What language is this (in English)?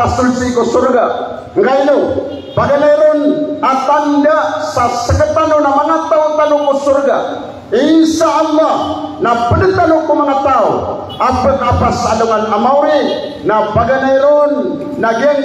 Maranao